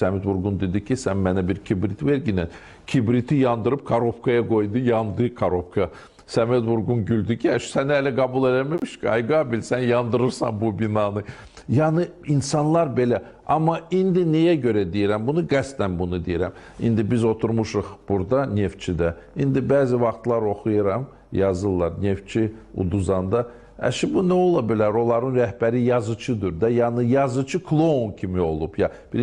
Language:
Azerbaijani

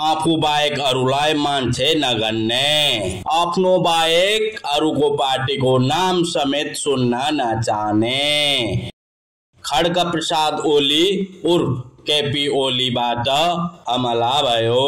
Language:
Nepali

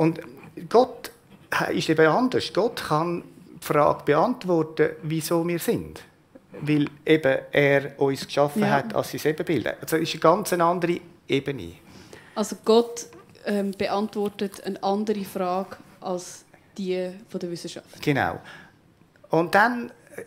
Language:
Swiss German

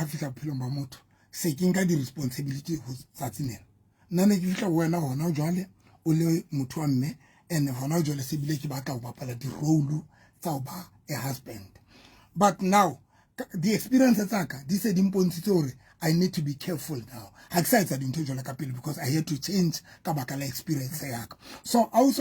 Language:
Southern Sotho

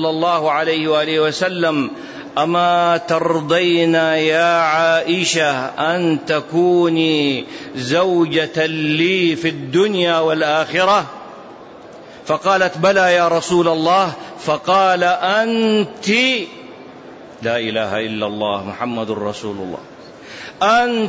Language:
Arabic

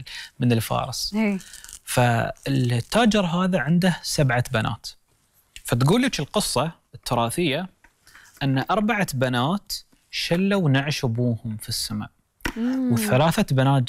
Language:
Gulf Arabic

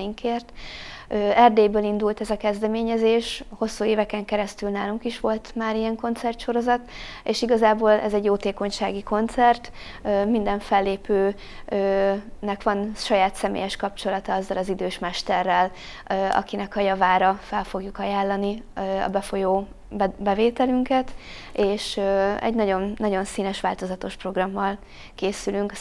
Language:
Hungarian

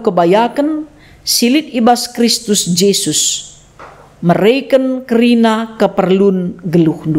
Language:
Batak Karo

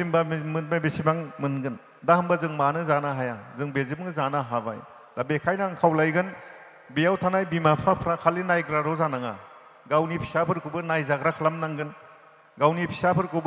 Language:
Bodo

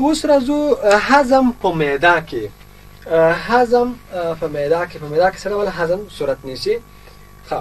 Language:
Pashto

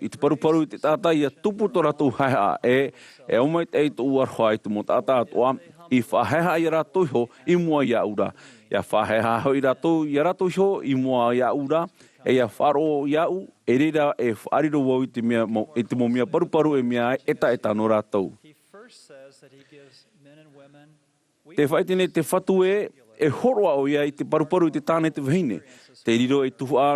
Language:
Tahitian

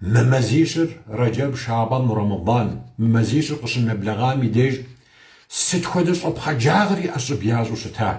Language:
Kabardian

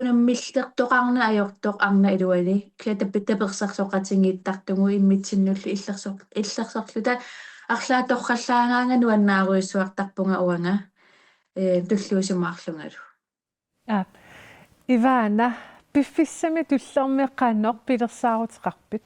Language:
Kalaallisut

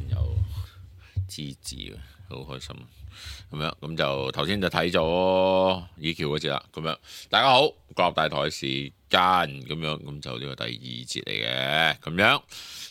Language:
Cantonese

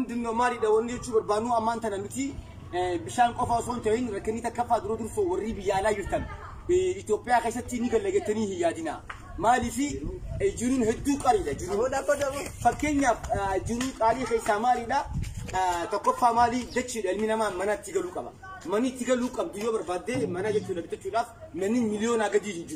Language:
Oromo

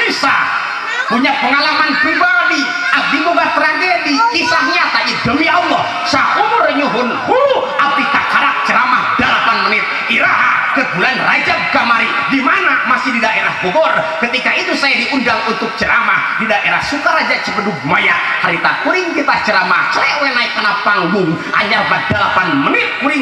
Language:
Sundanese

